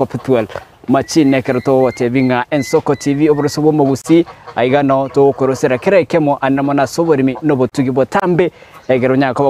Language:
Gusii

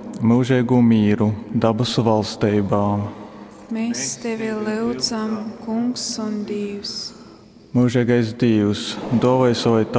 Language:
Latgalian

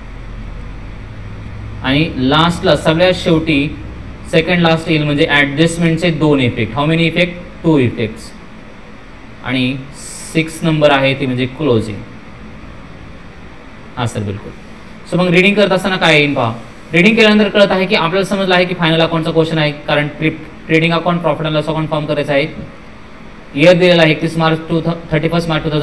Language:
Marathi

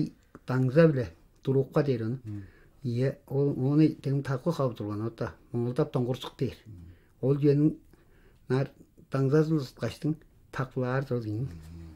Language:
Tuvinian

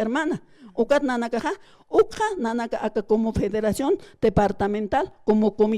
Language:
Aymara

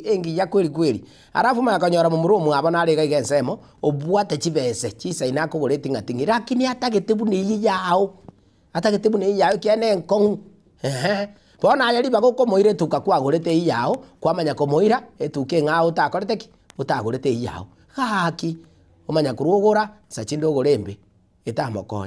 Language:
Gusii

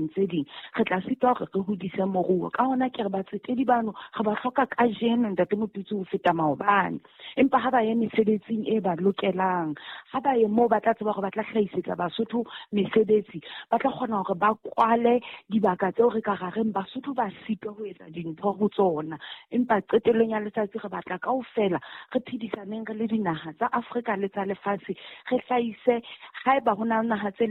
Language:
Southern Sotho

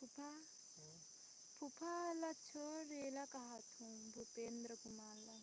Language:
Chhattisgarhi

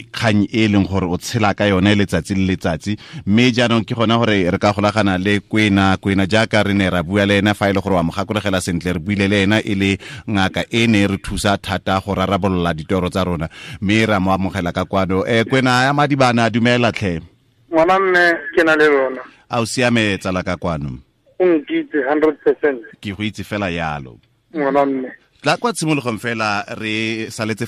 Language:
Tswana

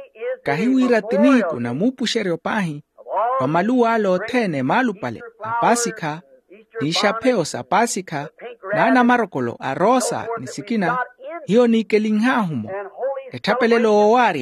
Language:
Makhuwa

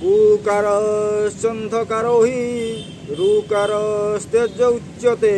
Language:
Odia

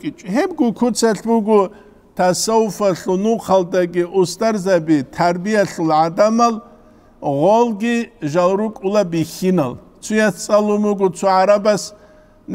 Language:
Avaric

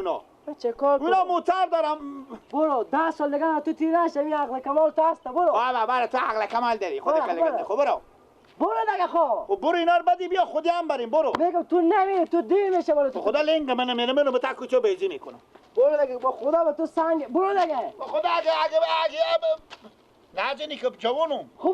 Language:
Persian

